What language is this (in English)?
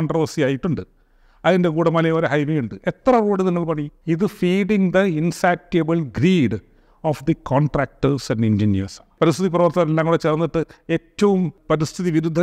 Malayalam